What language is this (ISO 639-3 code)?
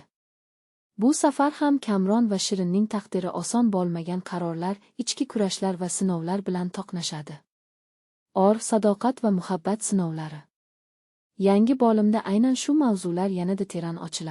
uzb